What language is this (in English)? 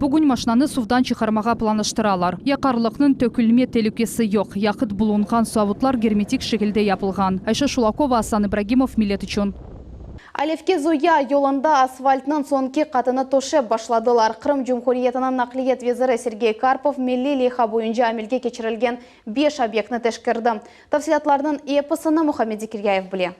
Crimean Tatar